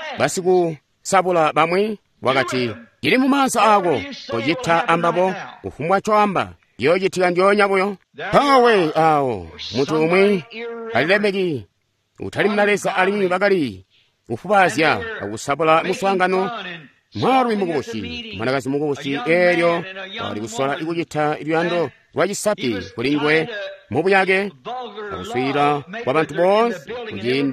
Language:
Tonga (Zambia)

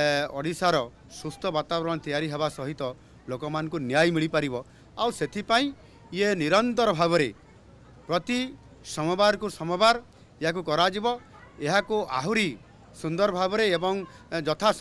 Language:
Odia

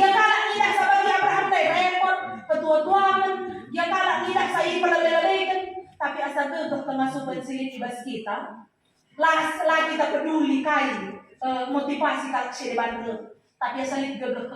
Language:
Batak Karo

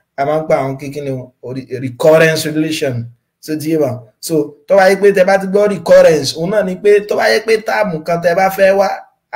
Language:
Yoruba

